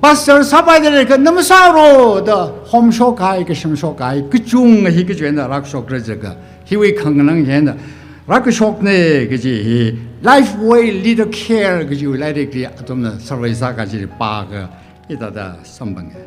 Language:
Tangkhul Naga (India)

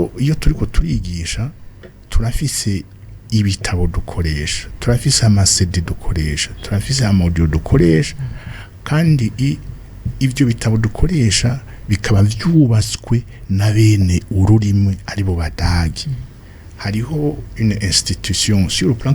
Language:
Rundi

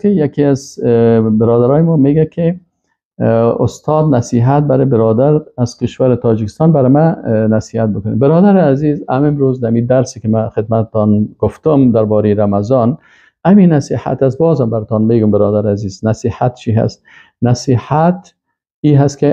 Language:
Persian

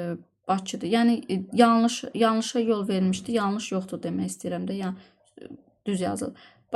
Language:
Azerbaijani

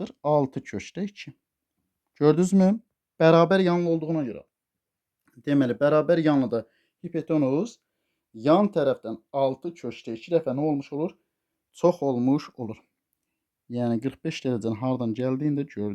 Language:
Azerbaijani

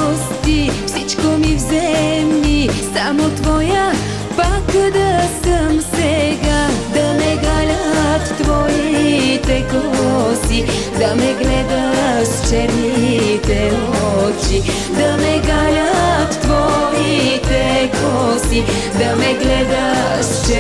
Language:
Bulgarian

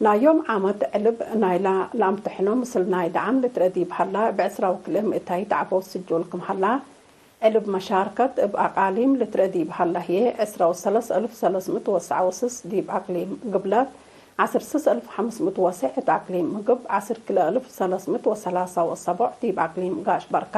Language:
Tigre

